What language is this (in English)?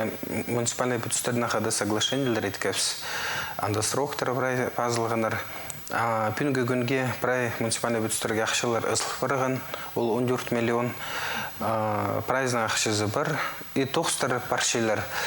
Khakas